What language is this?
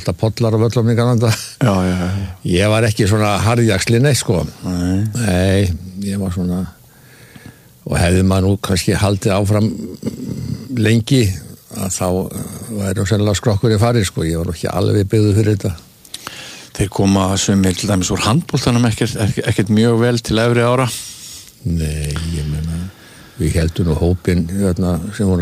Icelandic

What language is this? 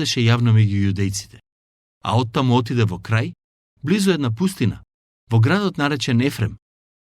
Macedonian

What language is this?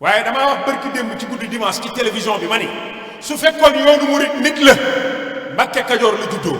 Wolof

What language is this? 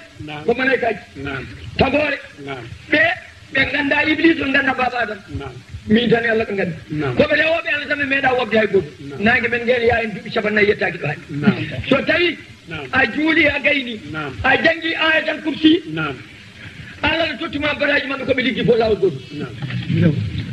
Fula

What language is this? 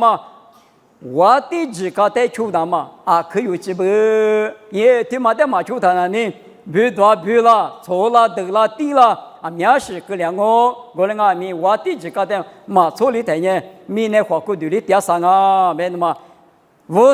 Lisu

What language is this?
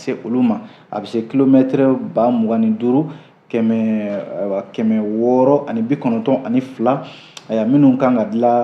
Bambara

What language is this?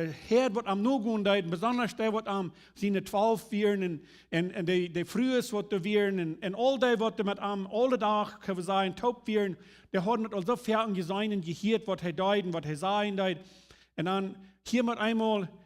Plautdietsch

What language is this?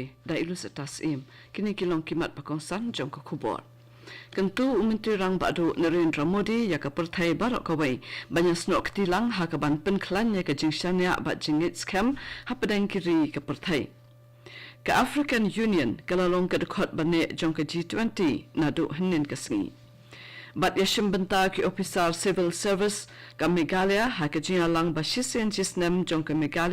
Khasi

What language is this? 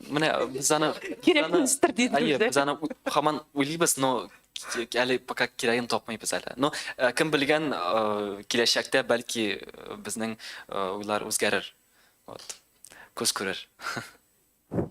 Tatar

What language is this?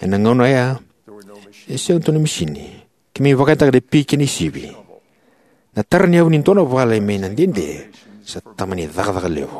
Fijian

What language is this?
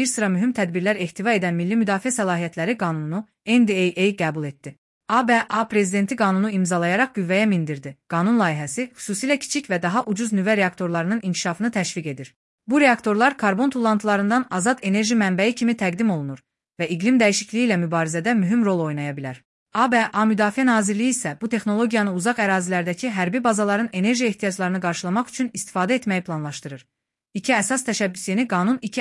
Azerbaijani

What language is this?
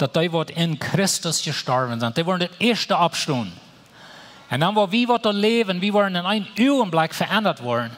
Plautdietsch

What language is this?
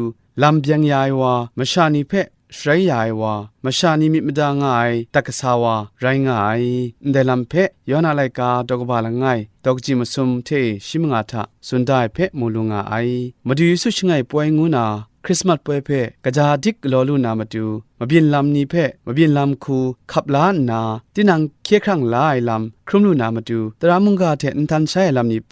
Kachin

